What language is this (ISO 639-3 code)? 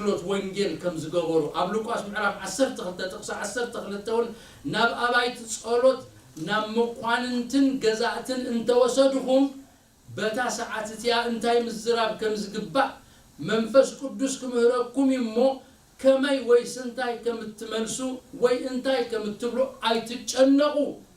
tir